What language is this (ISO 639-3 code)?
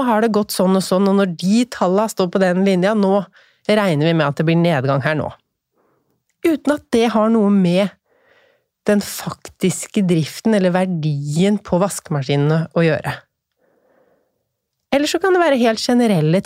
nor